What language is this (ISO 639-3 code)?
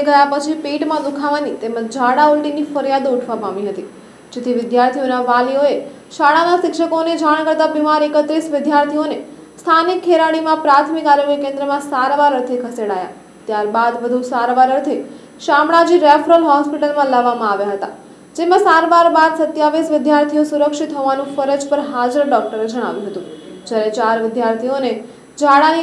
guj